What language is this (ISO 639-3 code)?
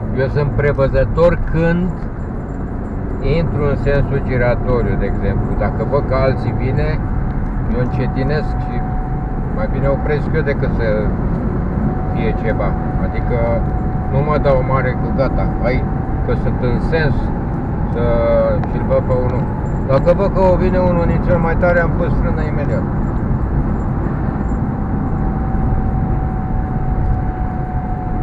ron